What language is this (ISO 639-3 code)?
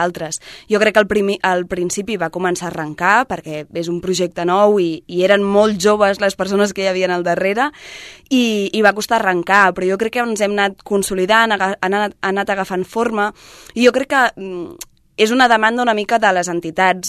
cat